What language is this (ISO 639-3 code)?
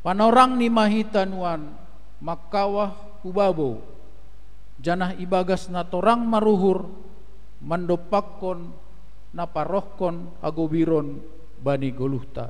bts